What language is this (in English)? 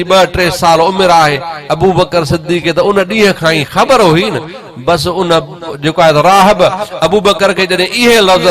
Sindhi